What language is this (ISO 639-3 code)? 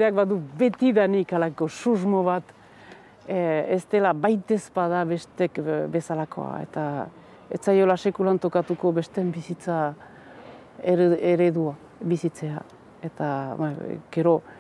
eus